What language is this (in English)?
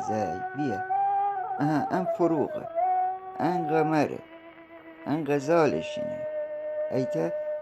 Gilaki